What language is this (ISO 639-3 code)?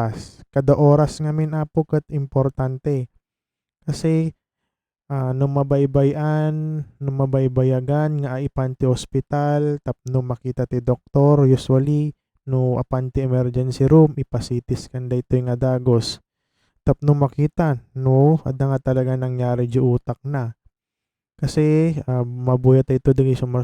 ilo